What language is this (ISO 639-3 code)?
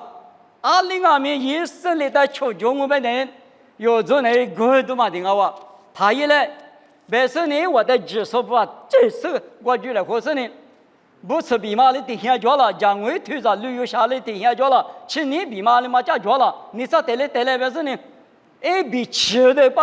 lis